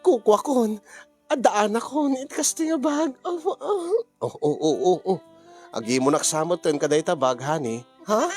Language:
Iloko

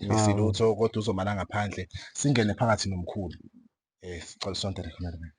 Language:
Zulu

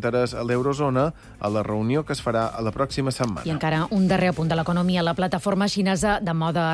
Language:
Catalan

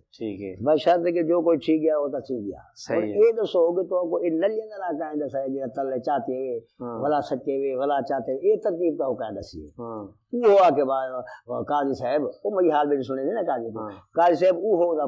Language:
Saraiki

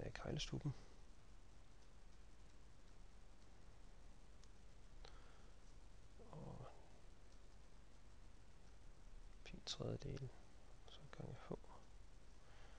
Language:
Danish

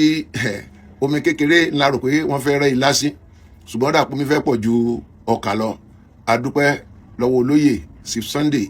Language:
Yoruba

